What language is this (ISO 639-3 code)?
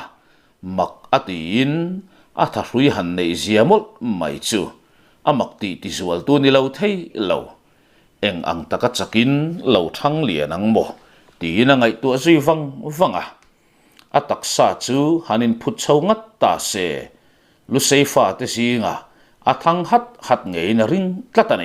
lus